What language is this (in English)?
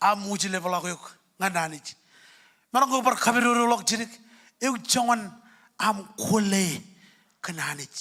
Marshallese